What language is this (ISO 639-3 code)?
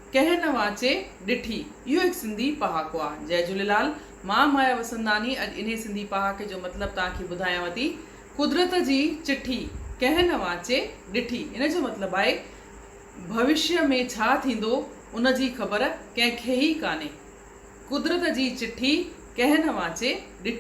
snd